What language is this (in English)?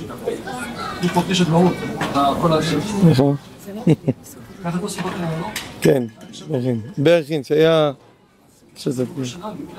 Hebrew